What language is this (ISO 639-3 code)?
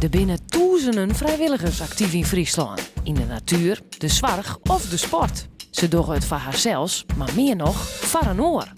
fry